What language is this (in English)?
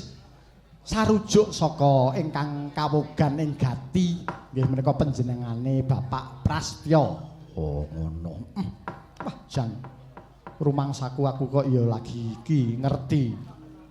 Javanese